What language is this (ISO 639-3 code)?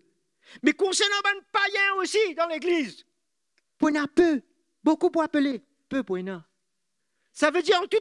mfe